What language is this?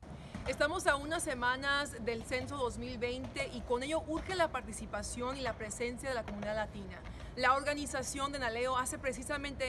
Spanish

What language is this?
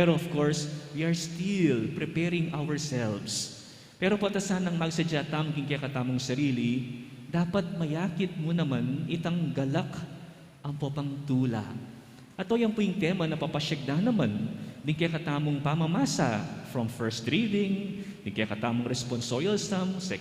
Pampanga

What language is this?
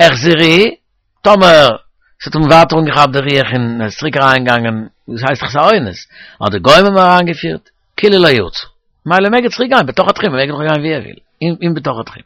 Yiddish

